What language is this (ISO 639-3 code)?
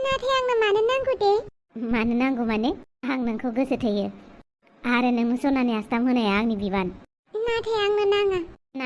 brx